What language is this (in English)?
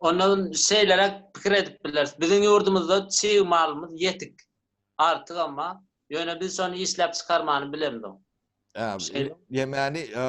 Turkmen